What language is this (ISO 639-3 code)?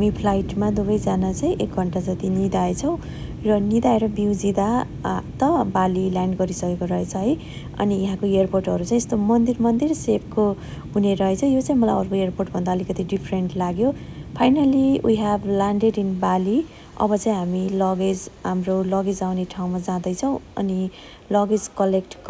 nep